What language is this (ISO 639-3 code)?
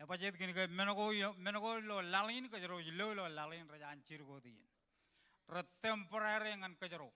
mah